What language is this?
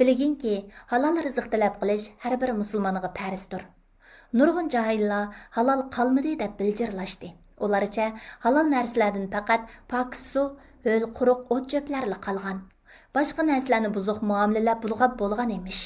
Uyghur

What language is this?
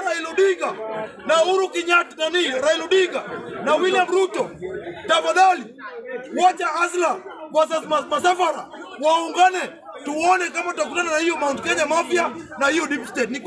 Swahili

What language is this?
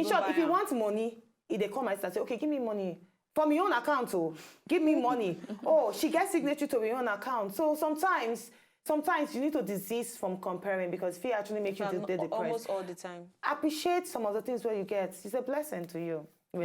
Nigerian Pidgin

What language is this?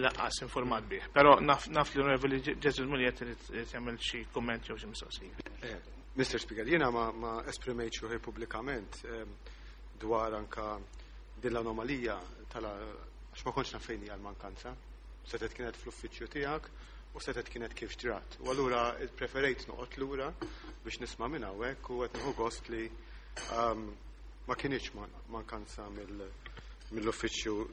Maltese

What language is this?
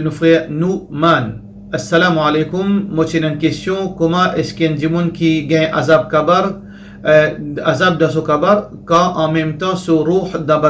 Morisyen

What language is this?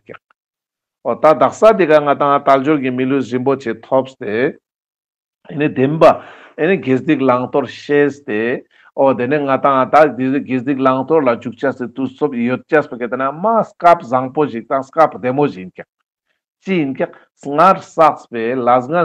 Ladakhi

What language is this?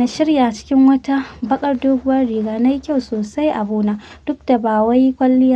Hausa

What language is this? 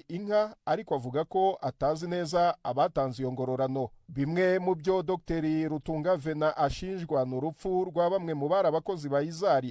Kinyarwanda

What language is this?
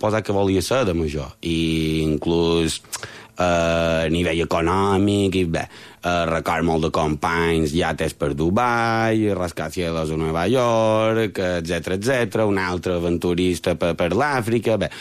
Catalan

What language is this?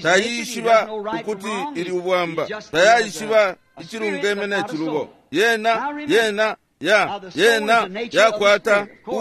Bemba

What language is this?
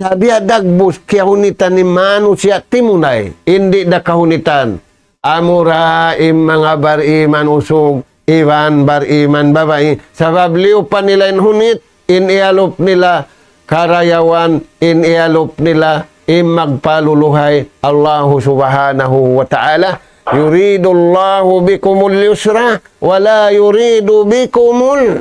Tausug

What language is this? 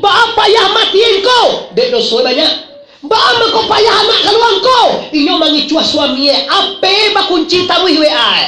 Minangkabau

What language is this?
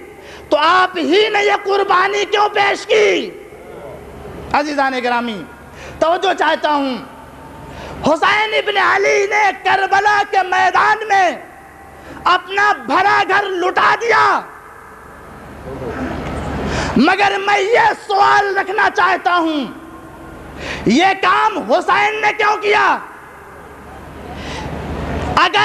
Urdu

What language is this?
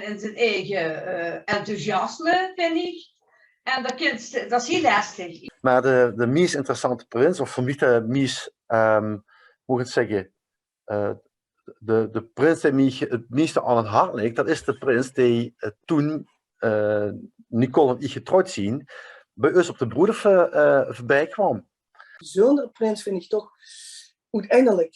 Limburgish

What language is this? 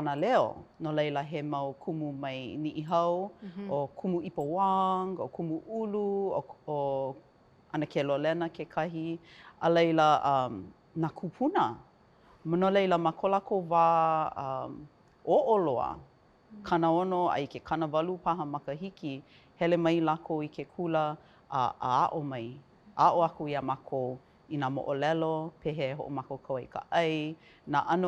Hawaiian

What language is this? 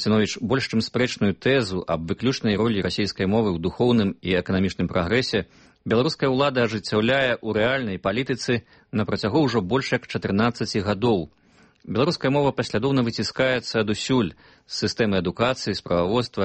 Belarusian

